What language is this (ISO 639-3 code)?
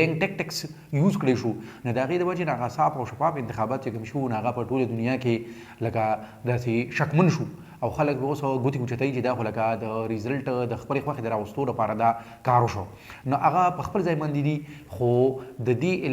pus